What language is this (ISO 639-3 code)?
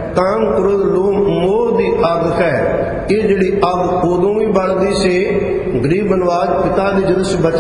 pan